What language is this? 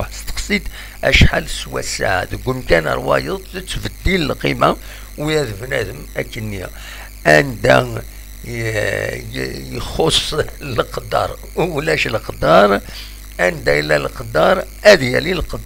Kabyle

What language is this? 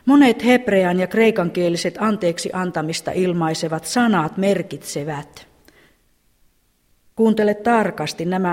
Finnish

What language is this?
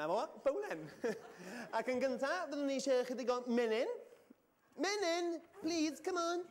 Welsh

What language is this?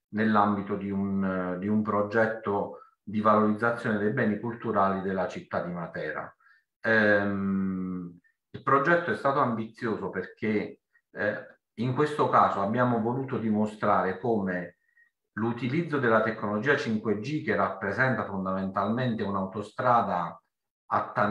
Italian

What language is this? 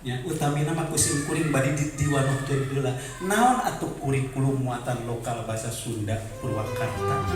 Sundanese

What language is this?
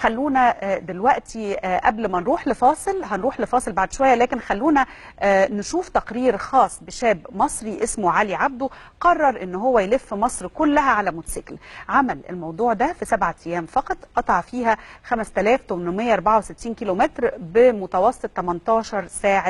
Egyptian Arabic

